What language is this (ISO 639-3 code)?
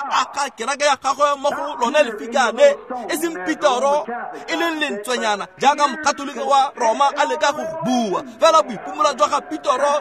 tsn